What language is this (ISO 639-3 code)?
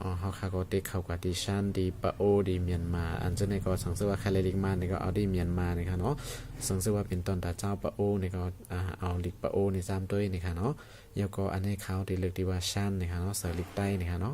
shn